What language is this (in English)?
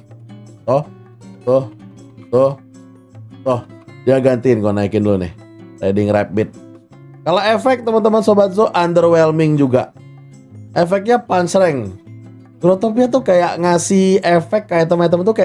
Indonesian